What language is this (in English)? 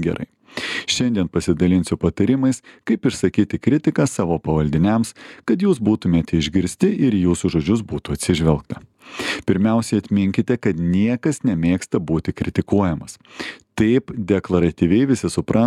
Lithuanian